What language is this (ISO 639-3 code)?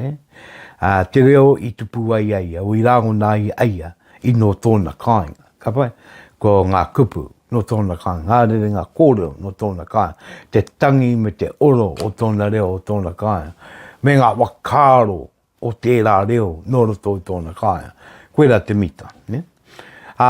mri